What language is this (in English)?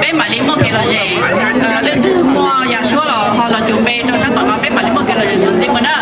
Hmong